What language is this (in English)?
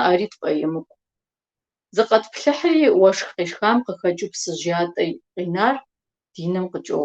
Kabardian